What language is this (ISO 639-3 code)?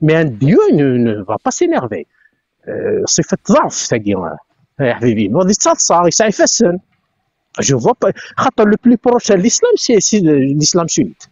kab